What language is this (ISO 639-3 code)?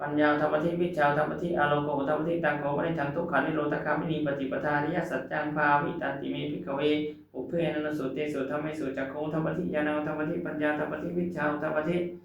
pli